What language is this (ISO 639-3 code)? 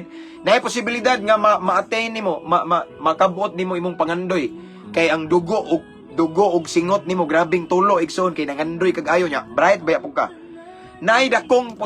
ceb